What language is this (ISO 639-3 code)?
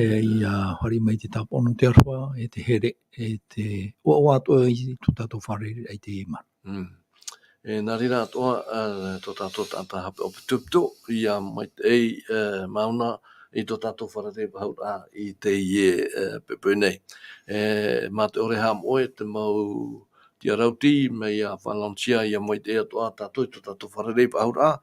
tah